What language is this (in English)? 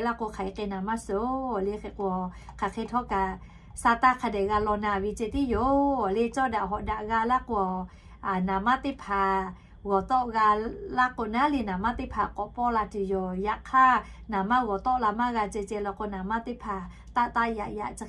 Lahu